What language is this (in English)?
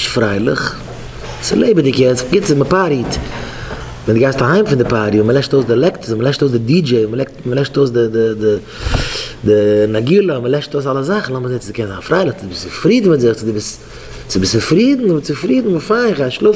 Yiddish